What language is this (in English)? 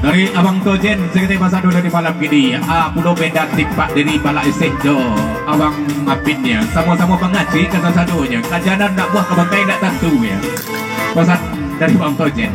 Minangkabau